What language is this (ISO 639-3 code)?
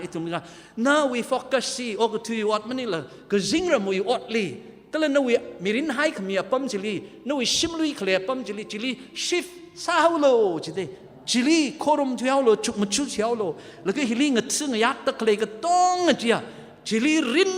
nmf